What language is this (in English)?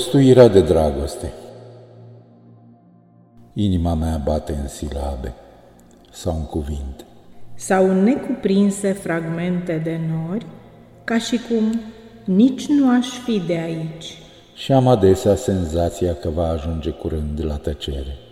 Romanian